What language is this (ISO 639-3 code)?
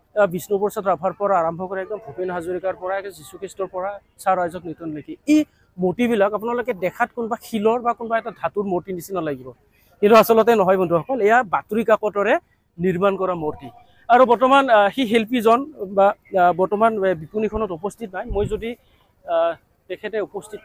asm